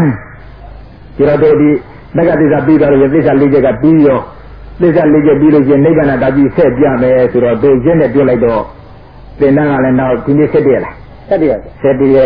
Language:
Burmese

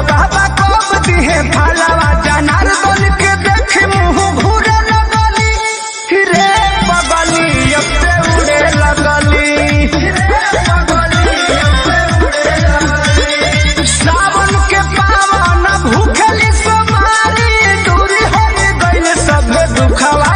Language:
Bhojpuri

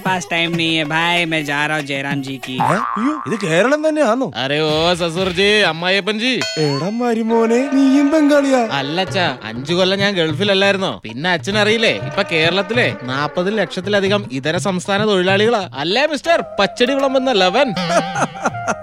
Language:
Malayalam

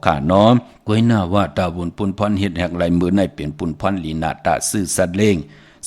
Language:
Shan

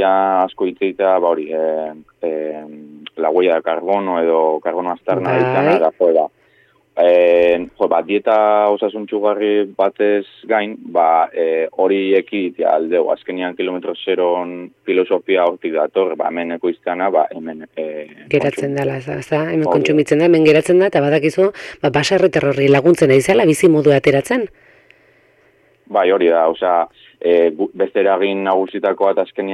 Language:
Basque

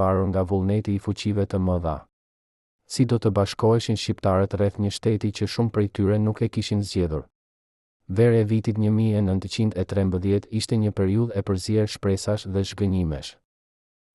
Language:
Albanian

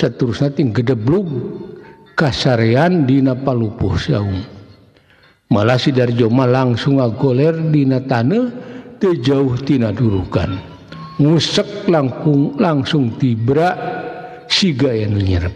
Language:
Sundanese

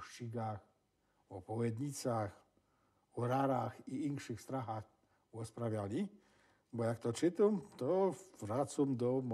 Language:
Silesian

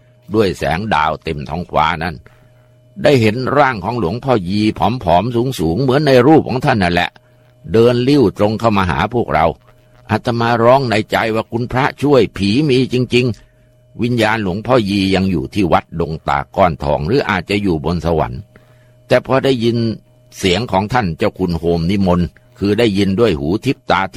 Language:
Thai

